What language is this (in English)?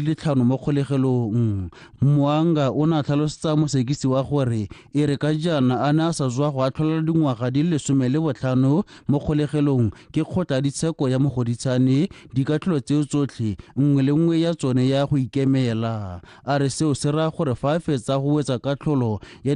Tswana